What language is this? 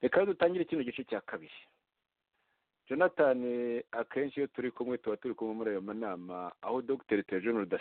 Kinyarwanda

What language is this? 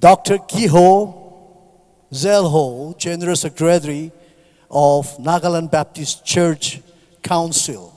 Tangkhul Naga (India)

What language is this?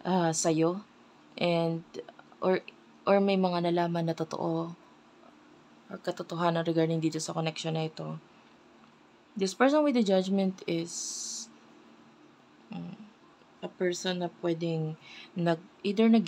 Filipino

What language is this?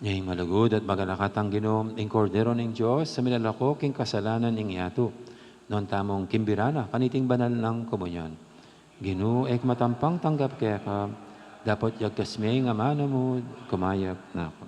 Pampanga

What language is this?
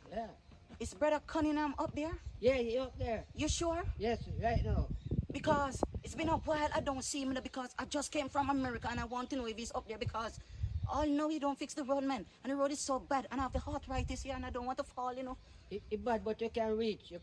Jamaican Creole English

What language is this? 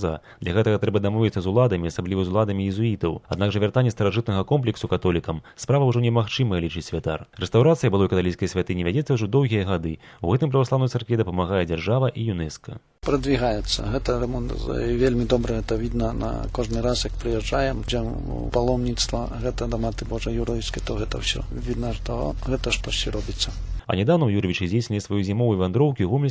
Belarusian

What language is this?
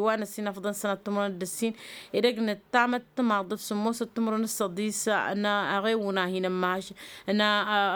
Tamasheq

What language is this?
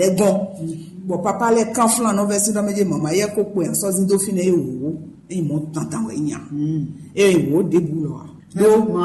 Fon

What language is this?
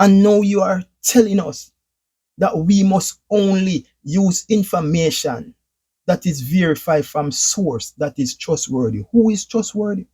Jamaican Creole English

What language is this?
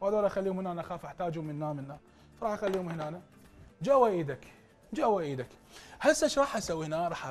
Mesopotamian Arabic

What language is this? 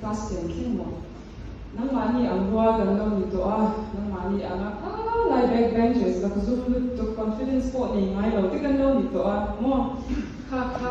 Mizo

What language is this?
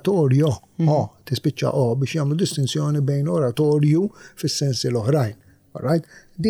Maltese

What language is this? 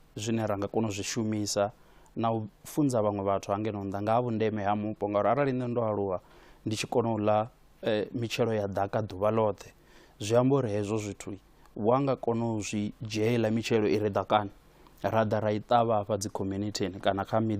Venda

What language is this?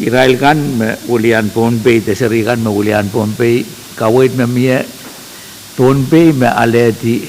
Pohnpeian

